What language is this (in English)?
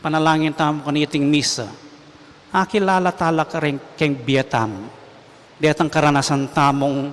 Pampanga